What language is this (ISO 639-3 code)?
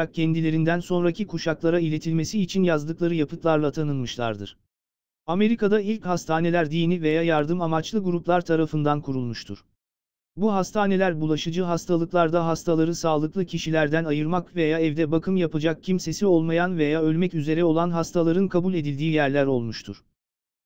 tur